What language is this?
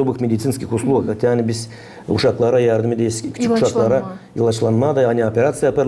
Gagauz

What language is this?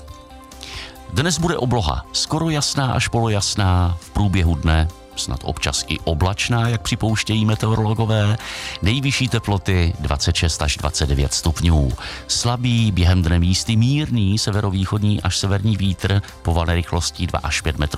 Czech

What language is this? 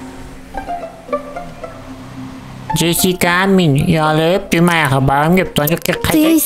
Kazakh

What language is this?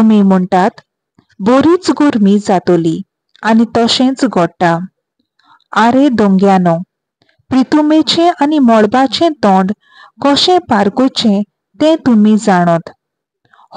Konkani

